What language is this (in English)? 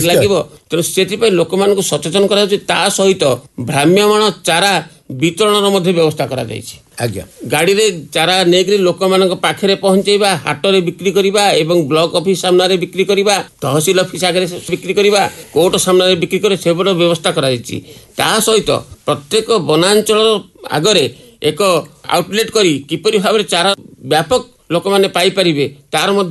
Odia